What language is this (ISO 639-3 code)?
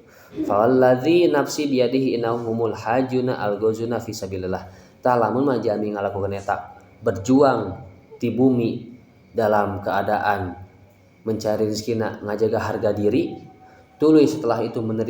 sun